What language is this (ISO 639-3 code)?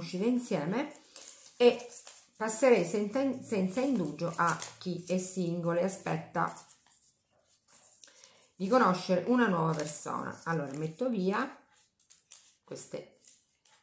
ita